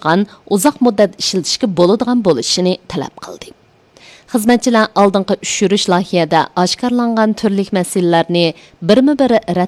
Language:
Uyghur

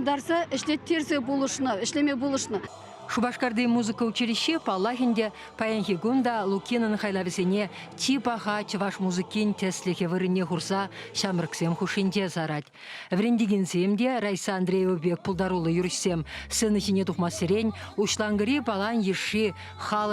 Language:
Chuvash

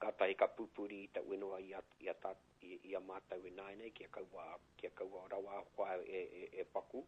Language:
Māori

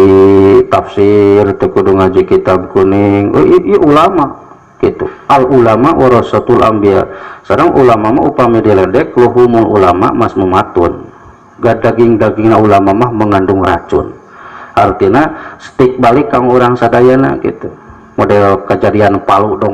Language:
Sundanese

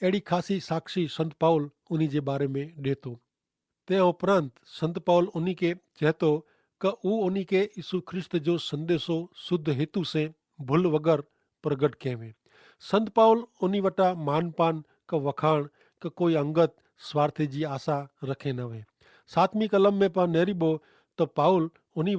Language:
Kachhi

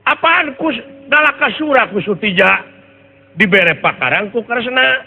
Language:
Sundanese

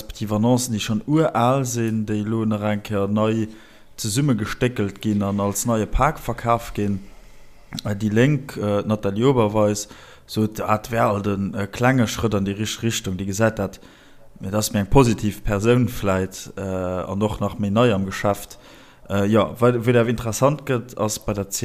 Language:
Luxembourgish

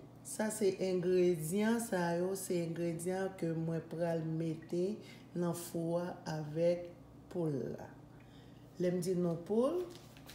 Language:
Haitian Creole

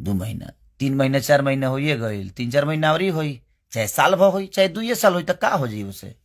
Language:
Bhojpuri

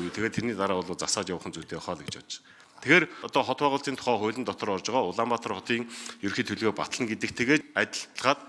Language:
Mongolian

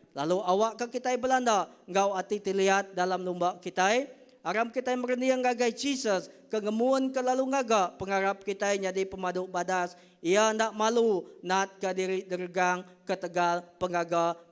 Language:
Iban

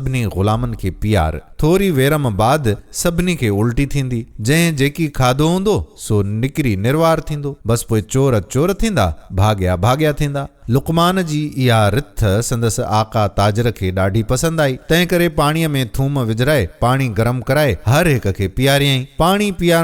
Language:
Sindhi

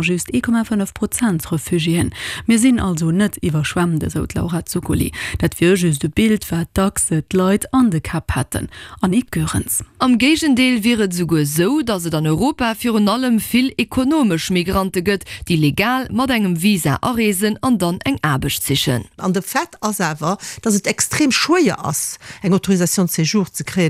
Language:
Luxembourgish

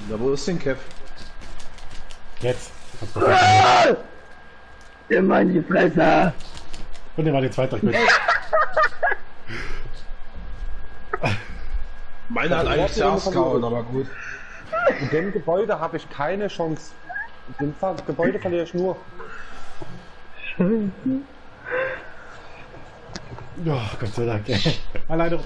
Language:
German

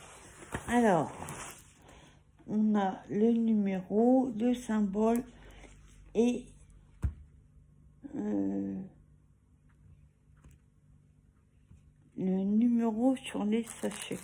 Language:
French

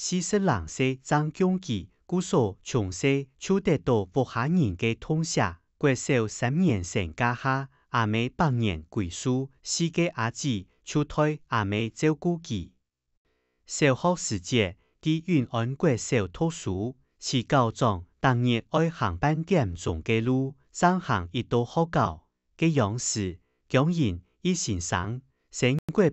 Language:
Hakka Chinese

